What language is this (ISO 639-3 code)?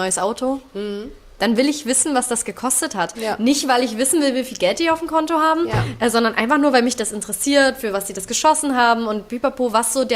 deu